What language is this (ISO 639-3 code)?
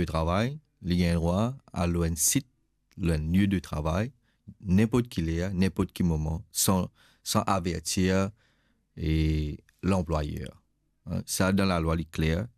mfe